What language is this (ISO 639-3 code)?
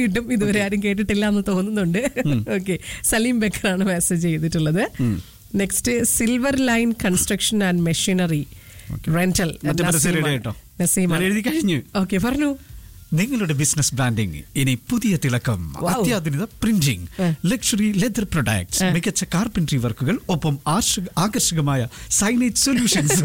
mal